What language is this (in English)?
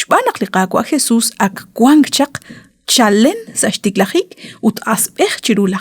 Kekchí